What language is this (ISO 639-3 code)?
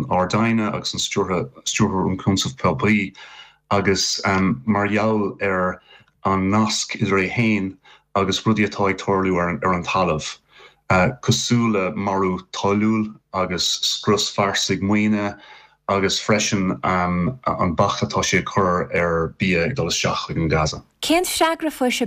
gle